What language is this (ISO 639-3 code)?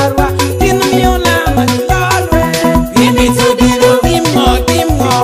laj